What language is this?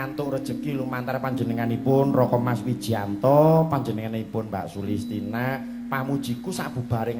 Javanese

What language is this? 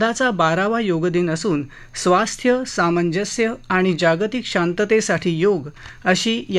Marathi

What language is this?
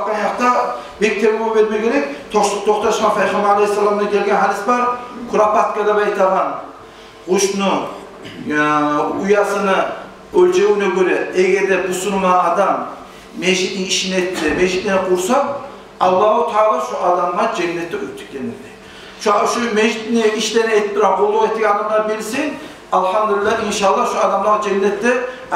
Kumyk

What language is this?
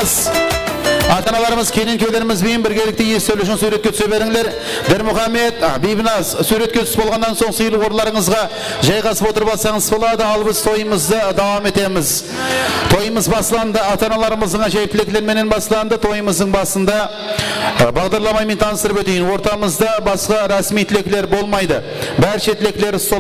Kara-Kalpak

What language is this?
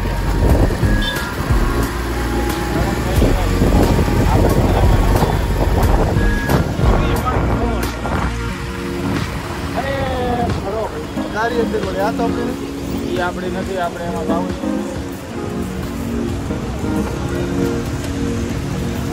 Gujarati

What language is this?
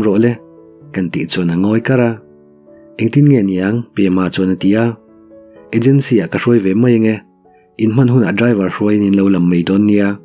Mizo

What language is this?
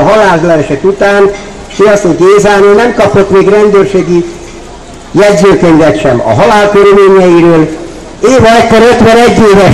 Hungarian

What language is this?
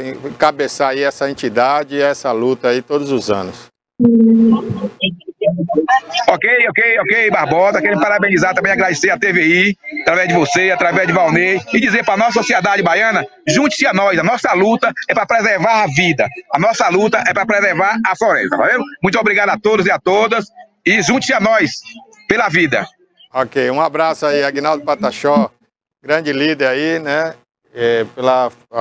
Portuguese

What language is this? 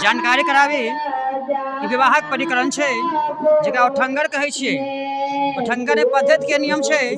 Maithili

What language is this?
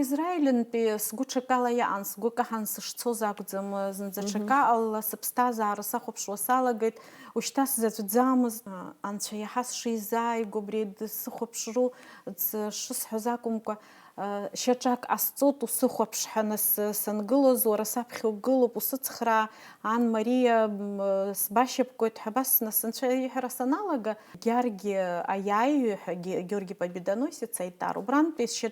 Abkhazian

